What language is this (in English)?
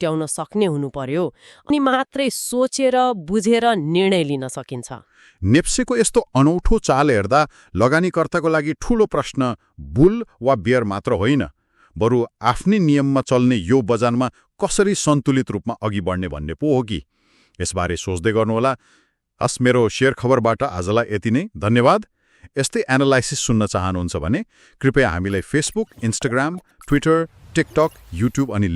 Nepali